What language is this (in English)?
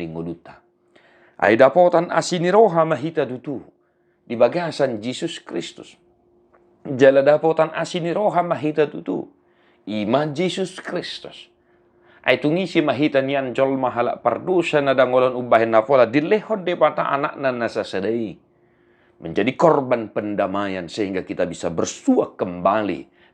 Batak Toba